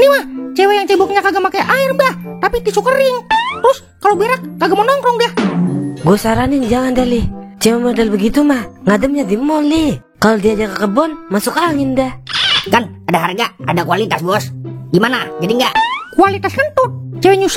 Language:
Betawi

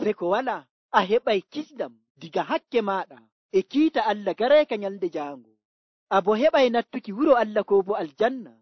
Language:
Nigerian Fulfulde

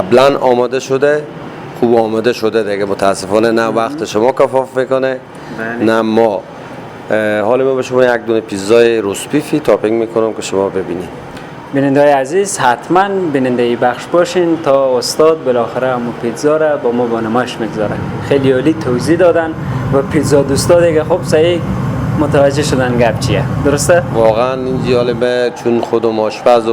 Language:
Persian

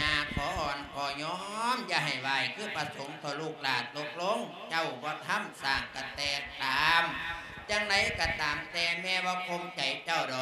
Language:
Lao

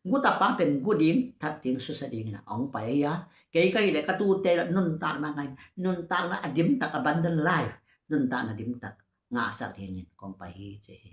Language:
Tedim Chin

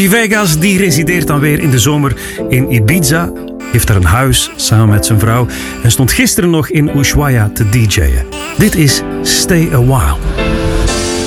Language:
Dutch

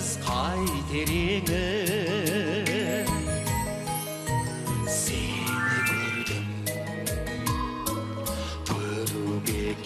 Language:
Kazakh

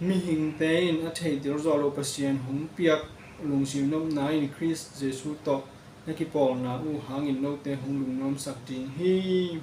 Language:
Tedim Chin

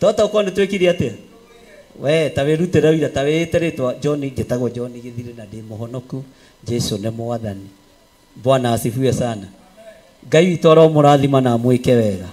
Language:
Kikuyu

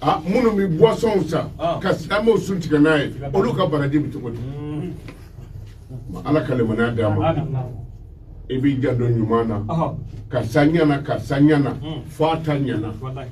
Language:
Bambara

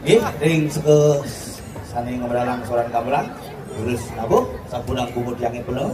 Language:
Balinese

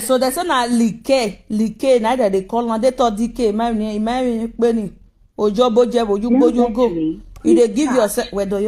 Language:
Nigerian Pidgin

